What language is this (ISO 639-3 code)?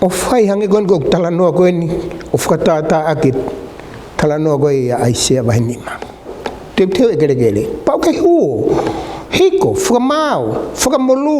ton